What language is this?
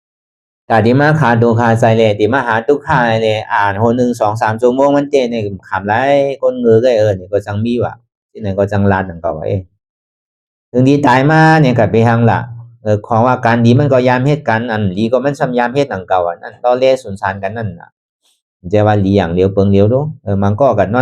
Shan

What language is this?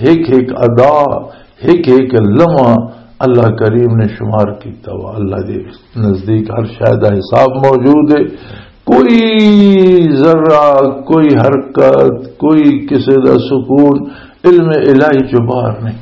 Western Panjabi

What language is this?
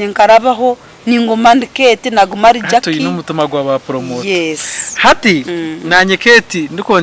Nyankole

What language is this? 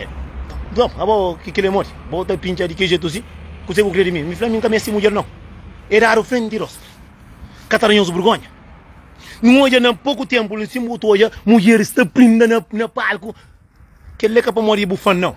Kabuverdianu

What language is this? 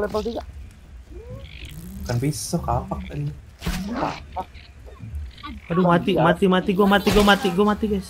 Indonesian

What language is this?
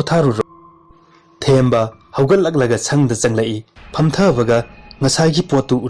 Manipuri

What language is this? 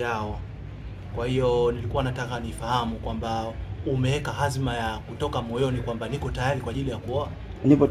Swahili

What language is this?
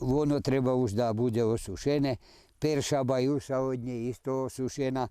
Rusyn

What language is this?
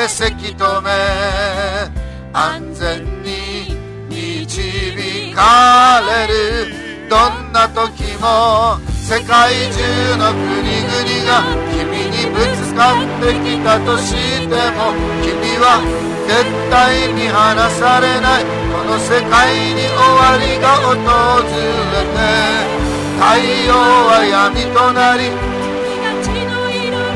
Japanese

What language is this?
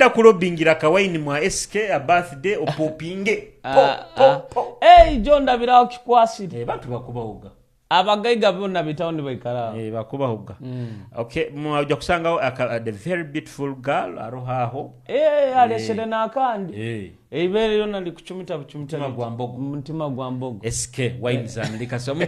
Nyoro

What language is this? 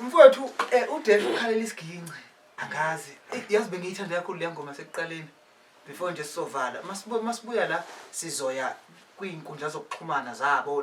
Zulu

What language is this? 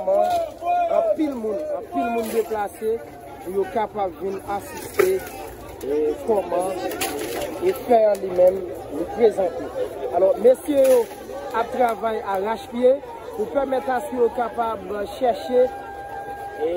Haitian Creole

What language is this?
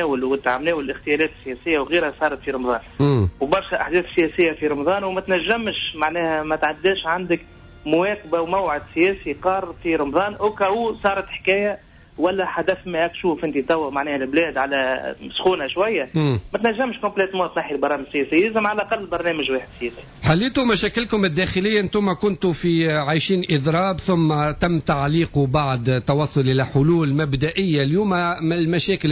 Tunisian Arabic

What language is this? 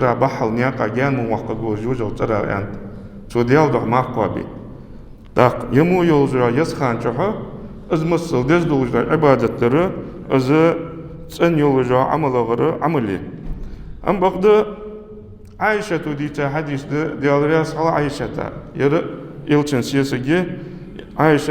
Ingush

